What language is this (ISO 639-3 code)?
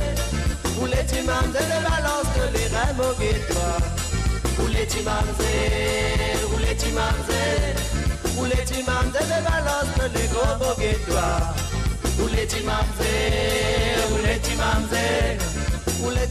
mfe